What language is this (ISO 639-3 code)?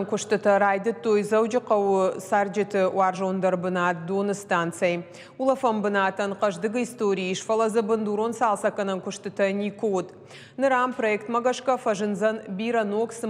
oss